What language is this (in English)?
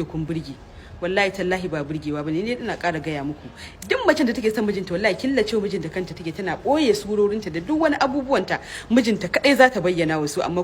Hausa